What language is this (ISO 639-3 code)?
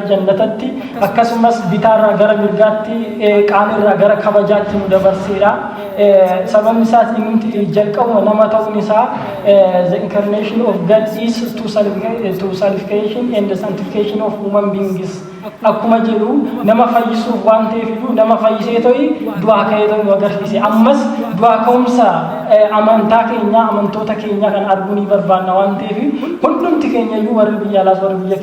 orm